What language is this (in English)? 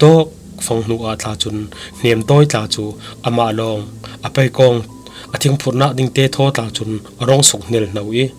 Falam Chin